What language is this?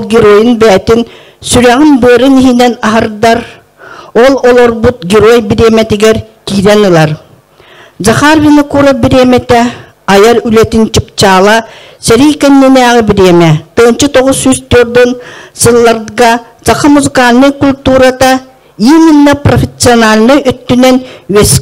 Yakut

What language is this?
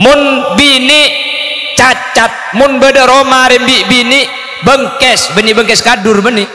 Madurese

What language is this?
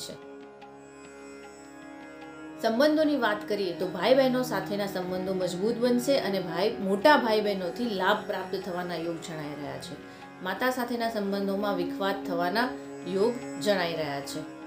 Gujarati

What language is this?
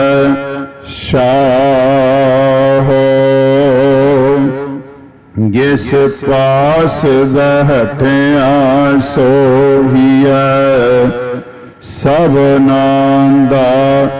Punjabi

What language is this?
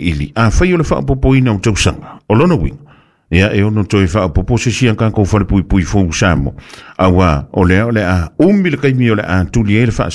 Samoan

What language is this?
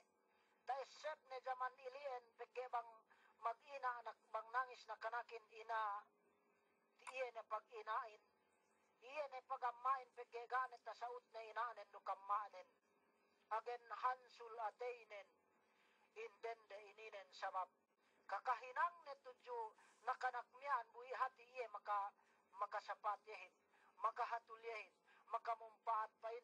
Yakan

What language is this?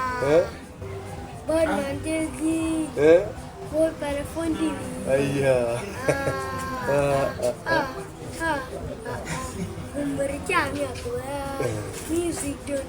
Acoli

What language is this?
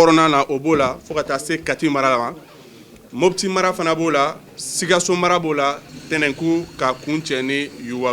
Bambara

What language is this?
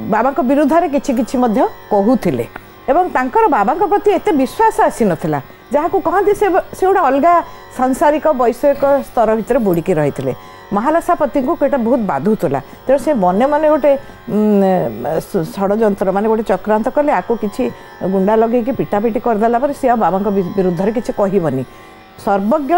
Odia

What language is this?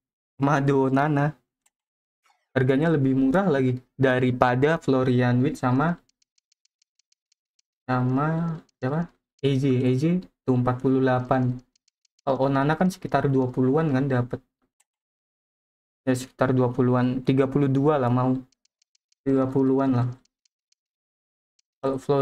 Indonesian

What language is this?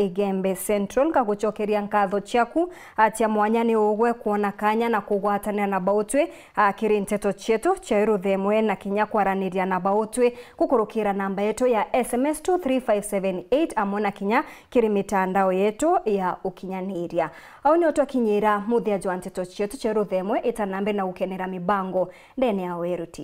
Meru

